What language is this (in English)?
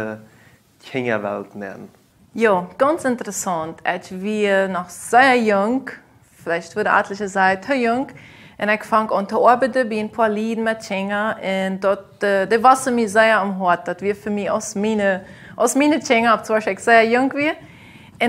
Plautdietsch